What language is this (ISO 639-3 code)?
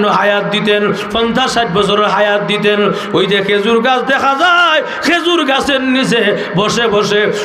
syl